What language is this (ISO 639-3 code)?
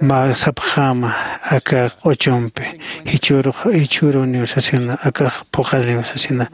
aym